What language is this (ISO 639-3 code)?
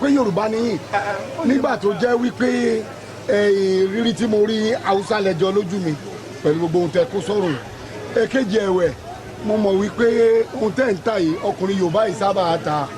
yor